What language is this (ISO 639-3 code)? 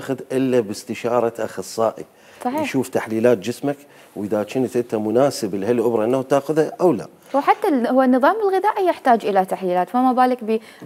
acm